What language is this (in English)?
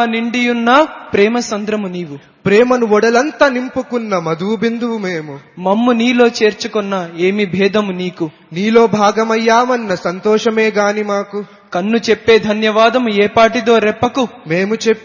Telugu